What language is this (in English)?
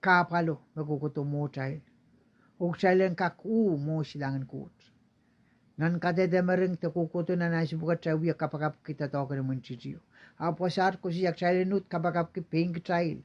Pohnpeian